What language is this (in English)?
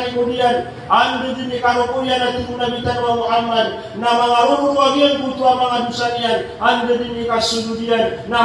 Maranao